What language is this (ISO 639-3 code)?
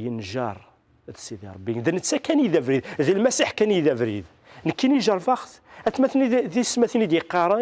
kab